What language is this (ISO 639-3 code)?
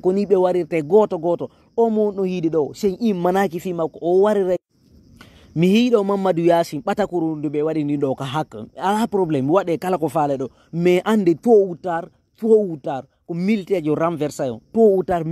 ful